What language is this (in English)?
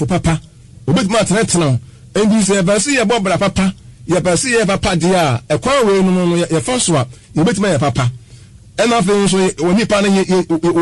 Akan